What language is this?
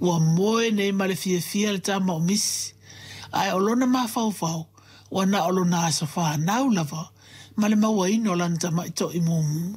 Samoan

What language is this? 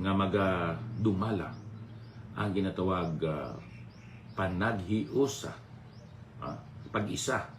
Hiligaynon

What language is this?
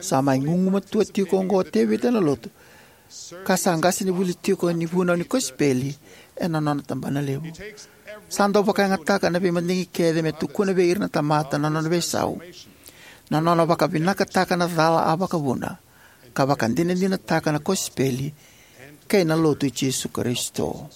Fijian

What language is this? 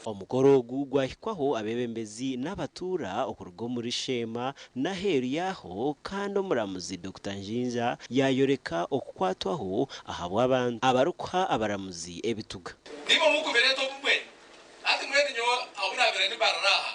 Nyankole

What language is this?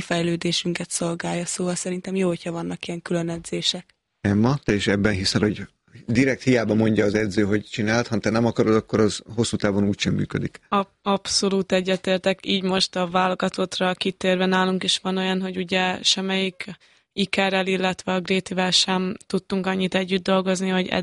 Hungarian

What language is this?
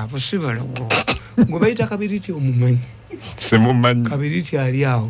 Ganda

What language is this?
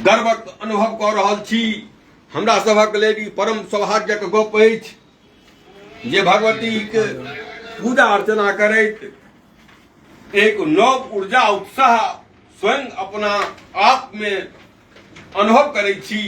Maithili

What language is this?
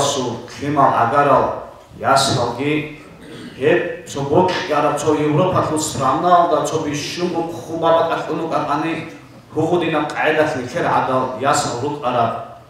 Avaric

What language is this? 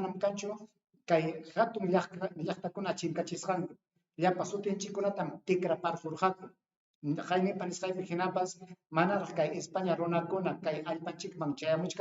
Ayacucho Quechua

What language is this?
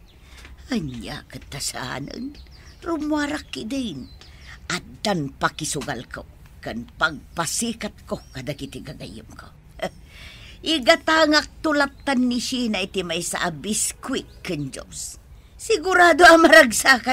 Iloko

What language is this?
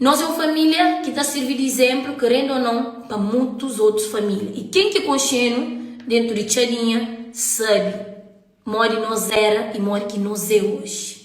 Kabuverdianu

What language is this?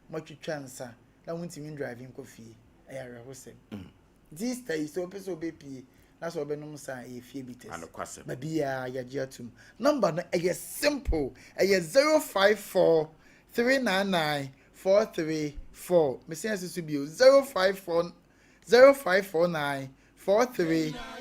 Akan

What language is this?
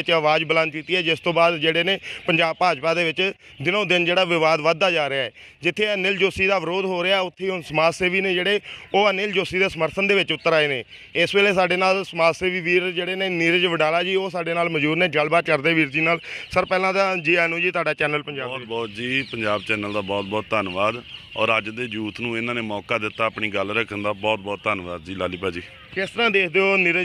Punjabi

